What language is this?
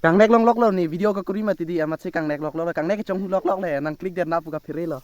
Karbi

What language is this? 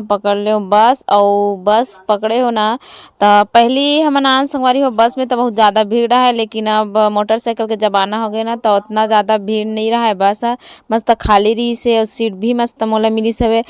Chhattisgarhi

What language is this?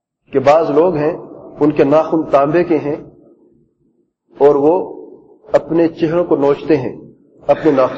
Urdu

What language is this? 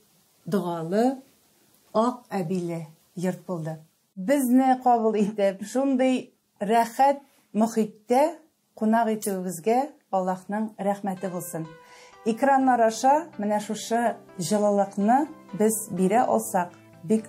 Tatar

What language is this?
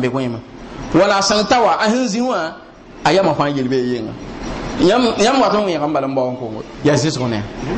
Mossi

